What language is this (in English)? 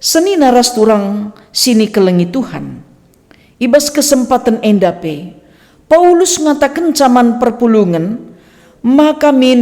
Batak Karo